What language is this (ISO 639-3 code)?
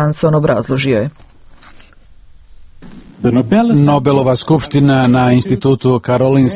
hrv